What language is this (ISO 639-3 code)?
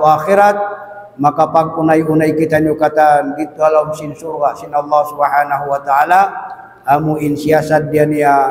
tsg